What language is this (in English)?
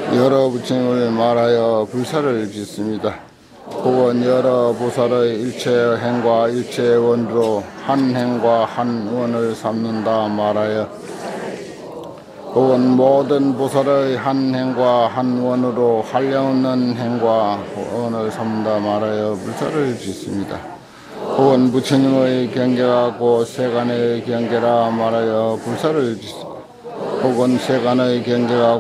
Korean